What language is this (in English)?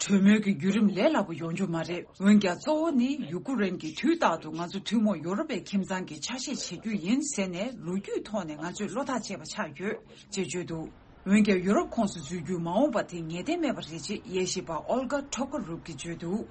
Tibetan